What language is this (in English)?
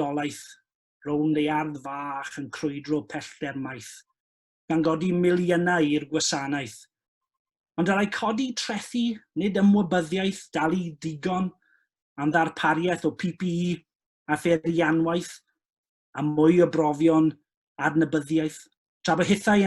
Welsh